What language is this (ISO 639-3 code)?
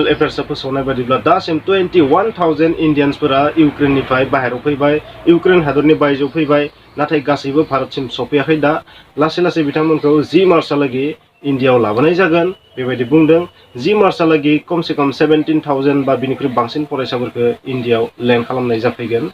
brx